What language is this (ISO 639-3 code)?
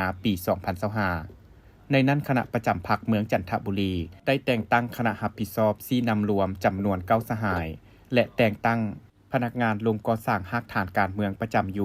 lao